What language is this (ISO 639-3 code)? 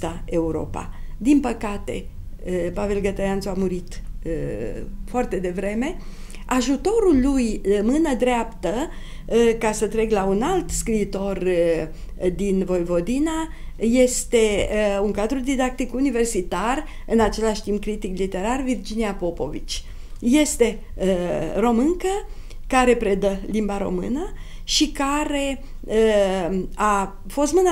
ron